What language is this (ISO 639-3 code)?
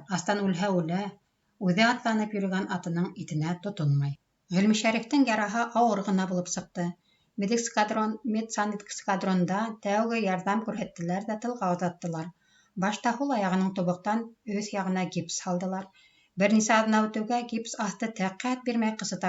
bak